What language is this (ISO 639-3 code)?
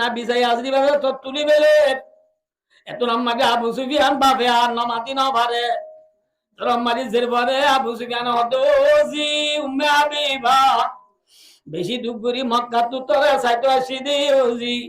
rhg